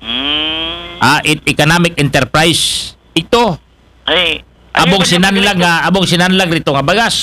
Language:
Aklanon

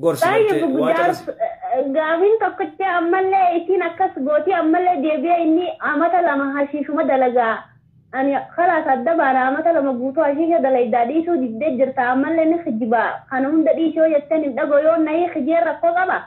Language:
Oromo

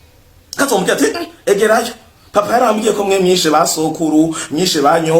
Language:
Rundi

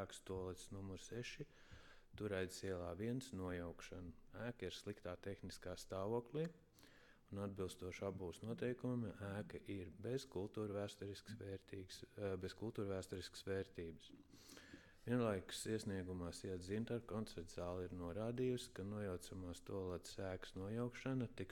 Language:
Latvian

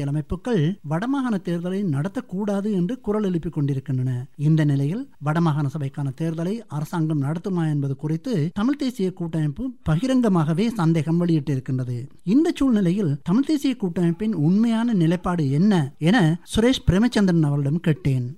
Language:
Tamil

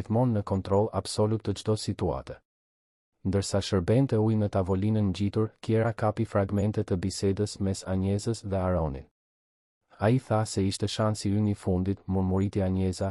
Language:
Albanian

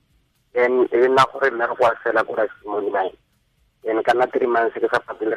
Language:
Tswana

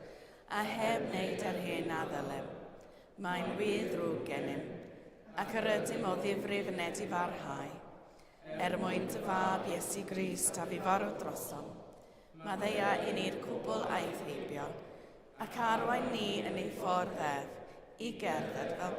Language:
Welsh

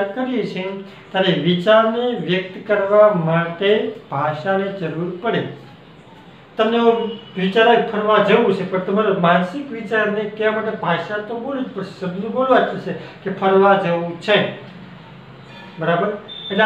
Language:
Gujarati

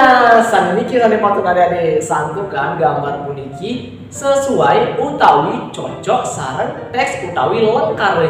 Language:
Balinese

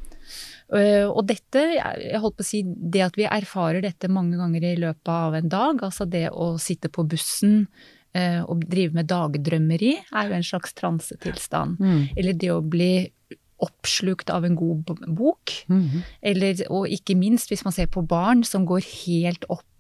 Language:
Norwegian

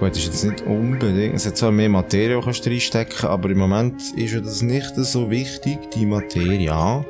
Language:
Swiss German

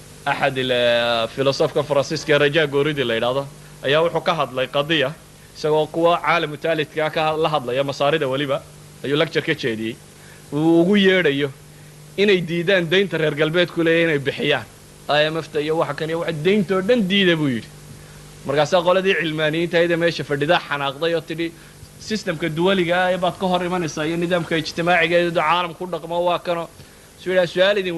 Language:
Somali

